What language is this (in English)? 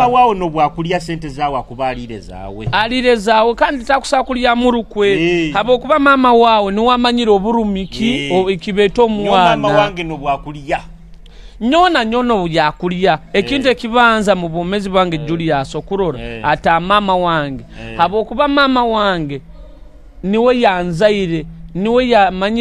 Nyoro